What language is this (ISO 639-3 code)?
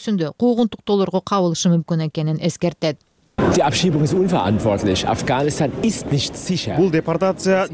kir